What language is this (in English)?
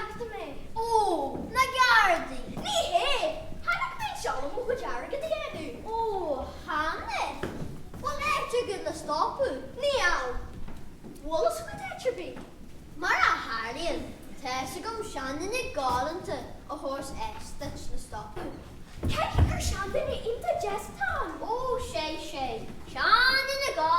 Irish